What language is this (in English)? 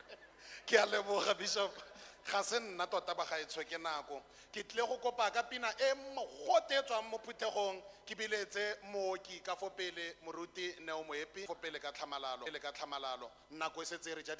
Tswana